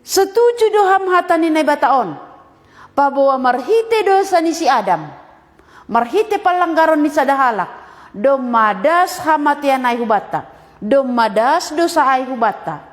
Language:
Batak Simalungun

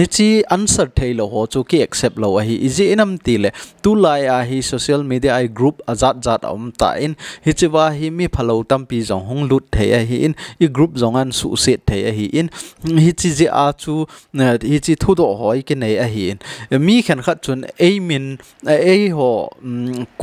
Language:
Thado Chin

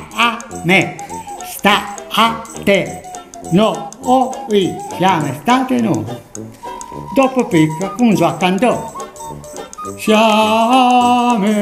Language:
Italian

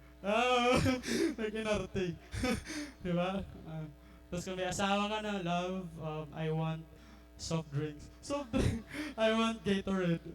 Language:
Waray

